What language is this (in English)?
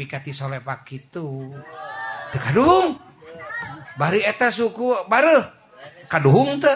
Sundanese